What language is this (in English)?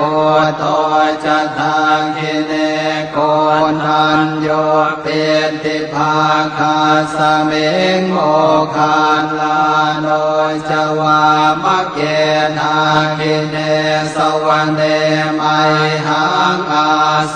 Pali